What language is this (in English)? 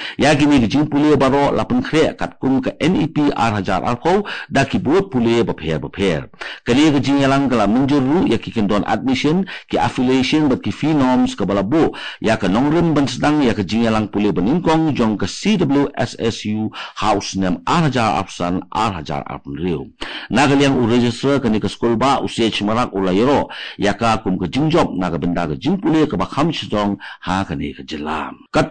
Khasi